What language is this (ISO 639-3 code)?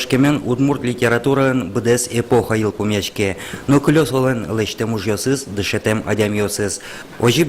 udm